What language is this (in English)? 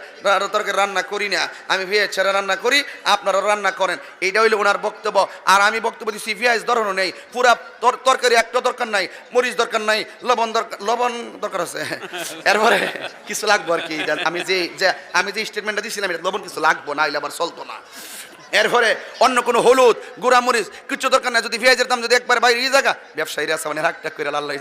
Sylheti